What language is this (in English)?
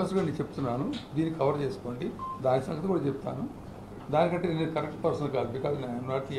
Telugu